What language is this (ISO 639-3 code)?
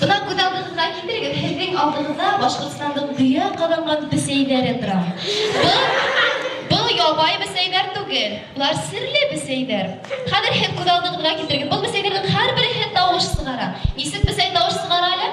bak